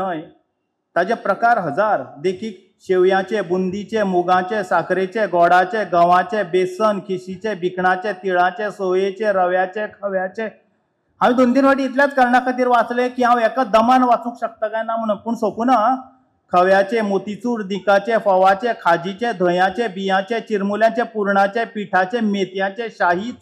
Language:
Konkani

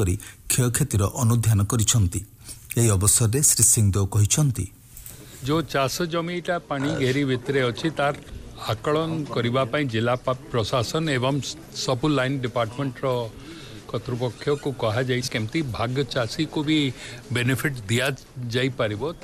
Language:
Odia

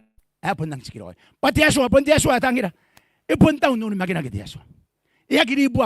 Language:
Gilbertese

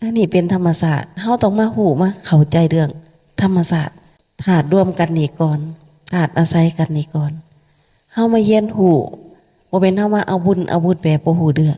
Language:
Lao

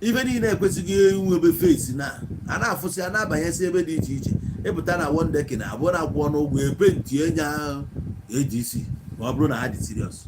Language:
Igbo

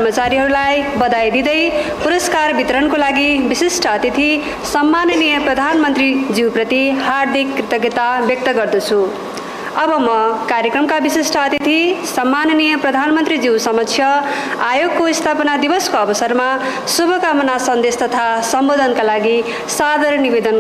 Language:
Nepali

